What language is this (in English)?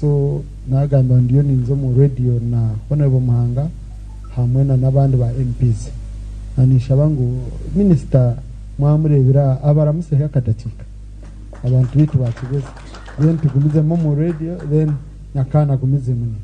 Nyankole